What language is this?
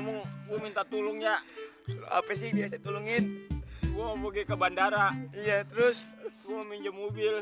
Betawi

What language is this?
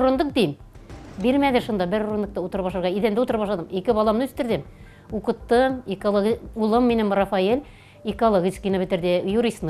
Tatar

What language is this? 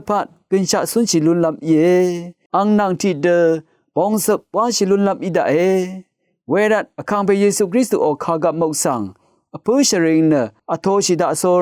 Rawang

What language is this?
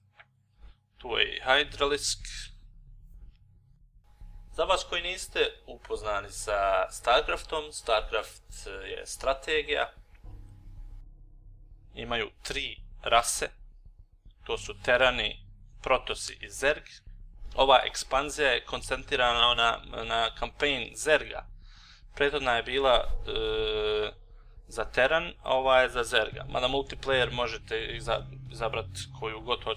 Croatian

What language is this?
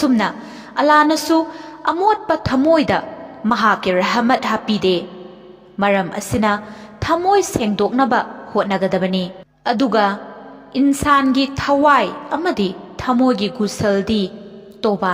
Manipuri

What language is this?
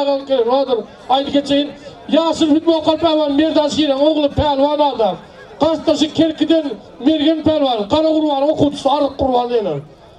Turkmen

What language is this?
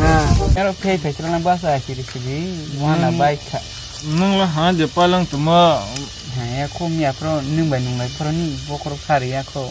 Kok Borok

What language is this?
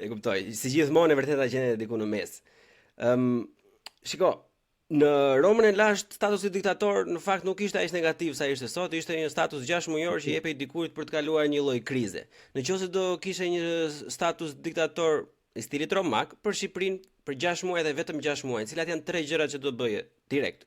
Albanian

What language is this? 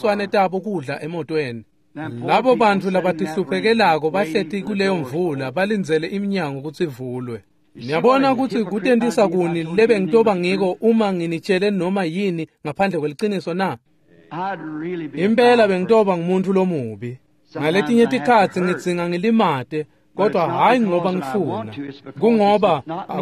Swati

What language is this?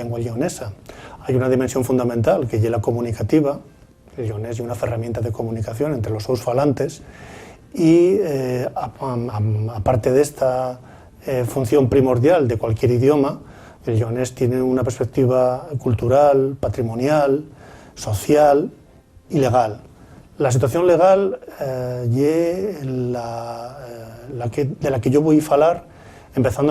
Asturian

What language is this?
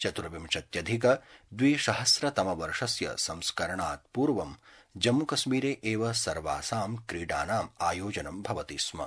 Sanskrit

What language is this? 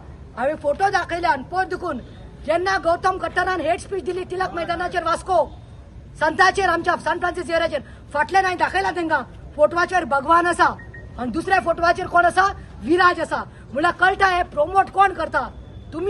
Konkani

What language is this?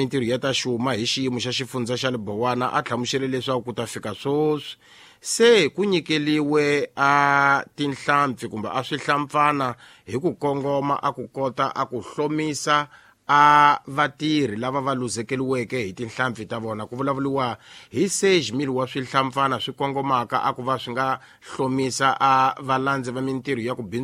Tsonga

